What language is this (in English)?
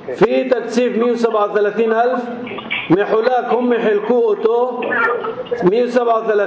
North Levantine Arabic